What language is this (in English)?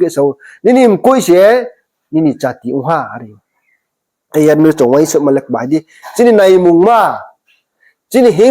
Riang (India)